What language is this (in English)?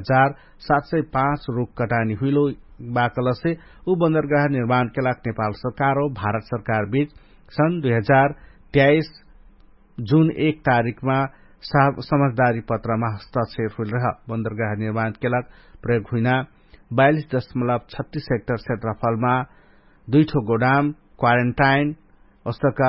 Dangaura Tharu